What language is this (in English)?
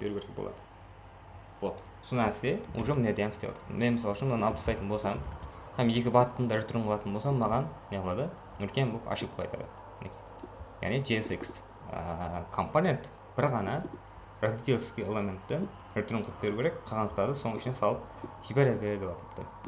Kara-Kalpak